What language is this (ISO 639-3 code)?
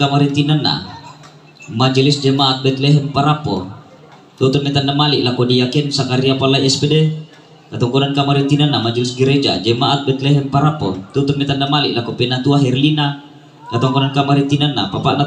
sda